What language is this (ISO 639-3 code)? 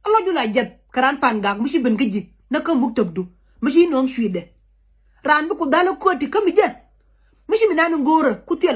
nus